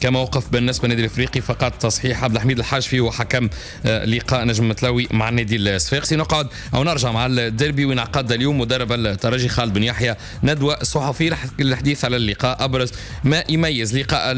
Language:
Tunisian Arabic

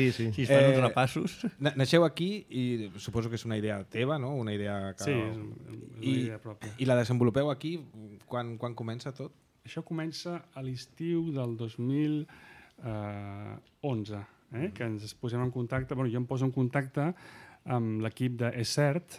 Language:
Catalan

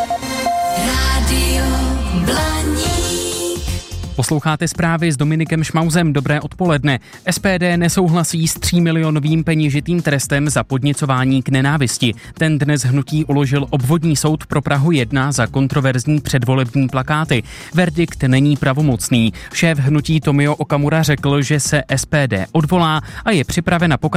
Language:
Czech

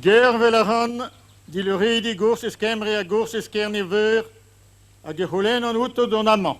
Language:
Breton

